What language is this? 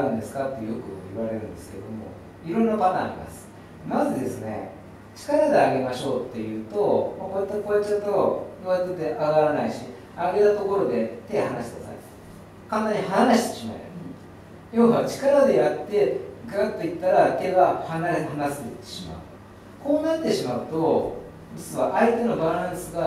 Japanese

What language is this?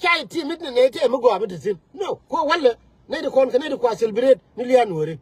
Nuer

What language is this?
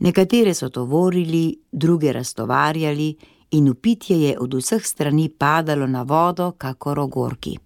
Slovenian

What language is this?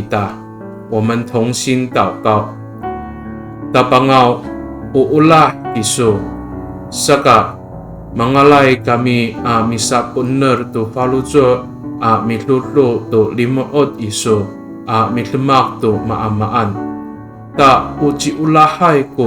Amis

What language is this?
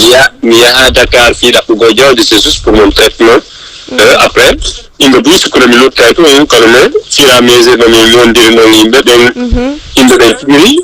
Fula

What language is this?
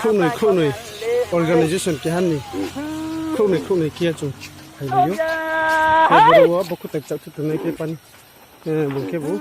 Riang (India)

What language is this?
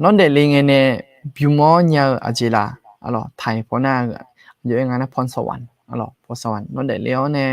Akha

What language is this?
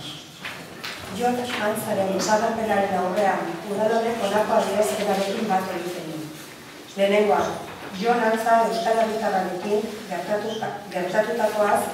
Basque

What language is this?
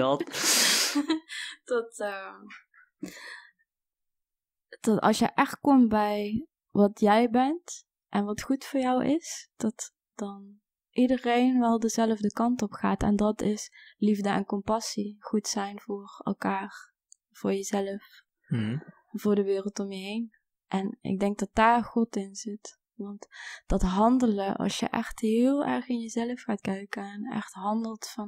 Dutch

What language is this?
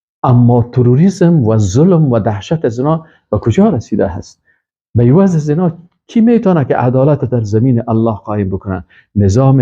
Persian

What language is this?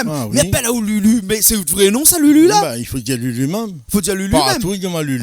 Réunion Creole French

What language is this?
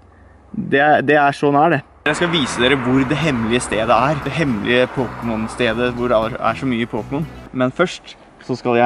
Norwegian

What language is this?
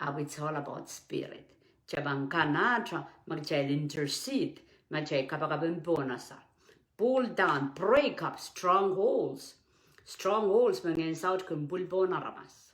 Pohnpeian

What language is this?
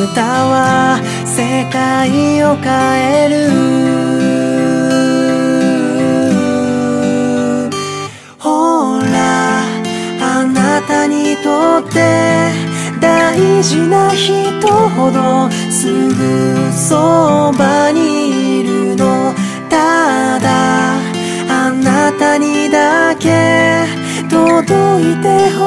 Japanese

